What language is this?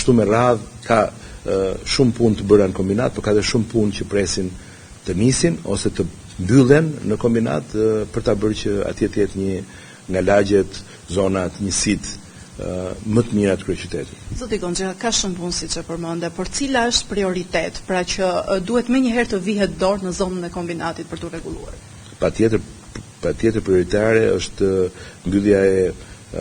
Albanian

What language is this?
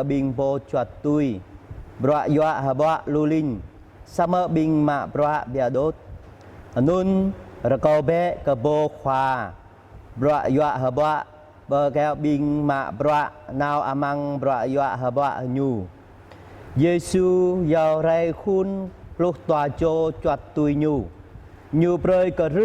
Jarai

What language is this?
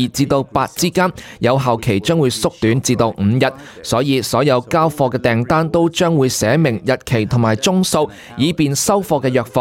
Cantonese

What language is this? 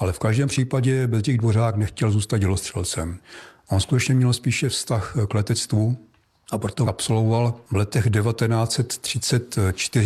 Czech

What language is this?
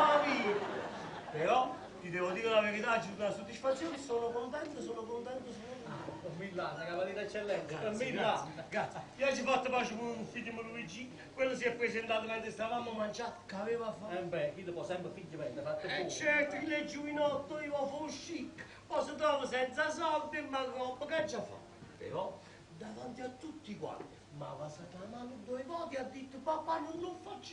Neapolitan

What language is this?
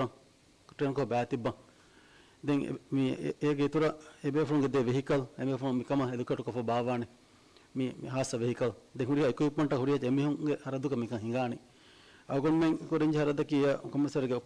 Divehi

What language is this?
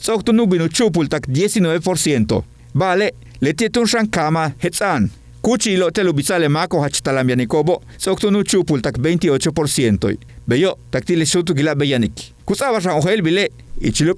Yucateco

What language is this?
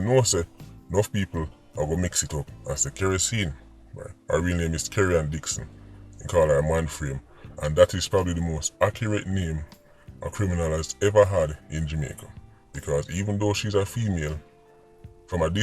Jamaican Creole English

